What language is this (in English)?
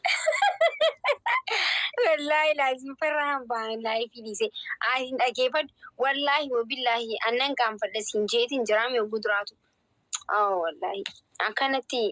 Oromo